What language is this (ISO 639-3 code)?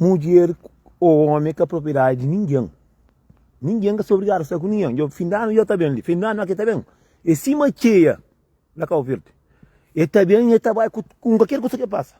kea